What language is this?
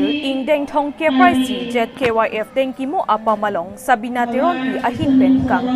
Karbi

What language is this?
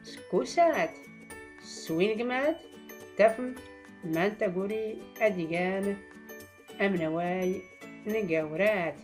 Tachelhit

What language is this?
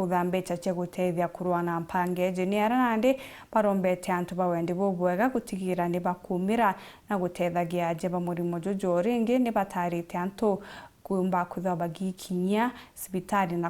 Meru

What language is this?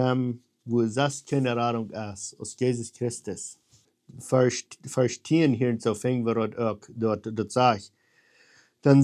Plautdietsch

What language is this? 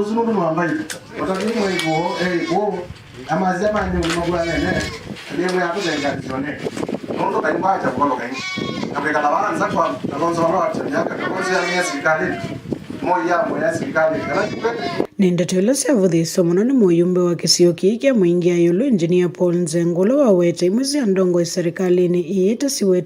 Kamba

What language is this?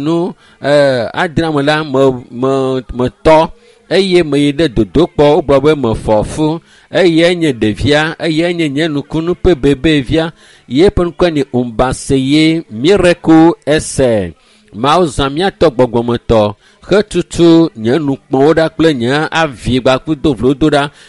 Ewe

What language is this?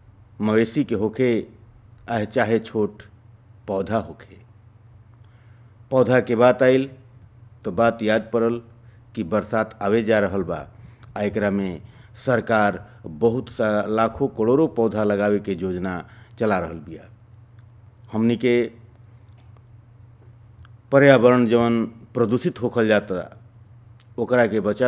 Bhojpuri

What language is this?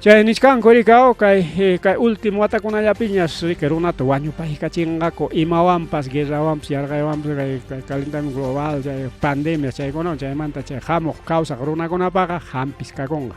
Ayacucho Quechua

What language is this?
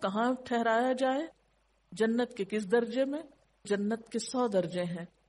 Urdu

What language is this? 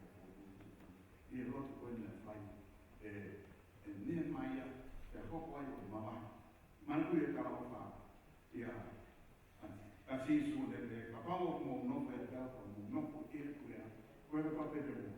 Tongan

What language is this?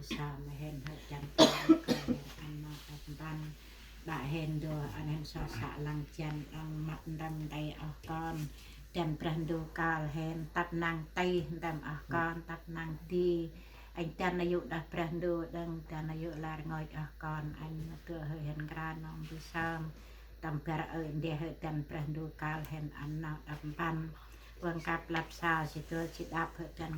Central Mnong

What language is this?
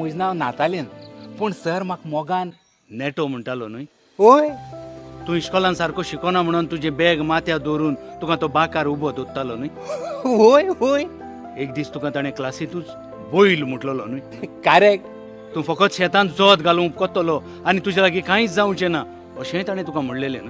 Konkani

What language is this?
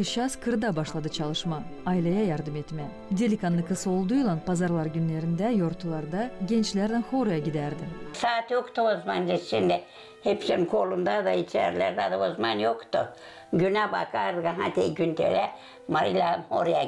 Gagauz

